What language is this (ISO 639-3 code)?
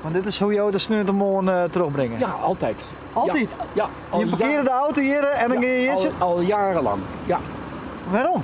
fry